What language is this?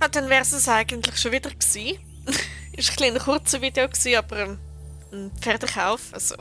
Swiss German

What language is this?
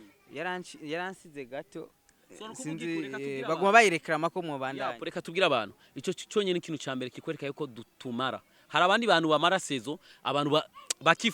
Rundi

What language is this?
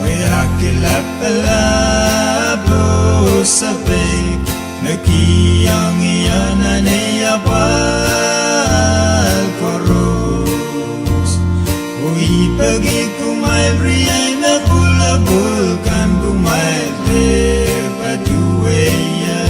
Pohnpeian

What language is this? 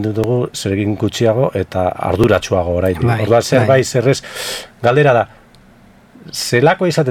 Basque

